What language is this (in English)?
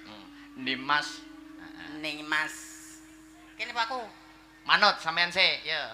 Javanese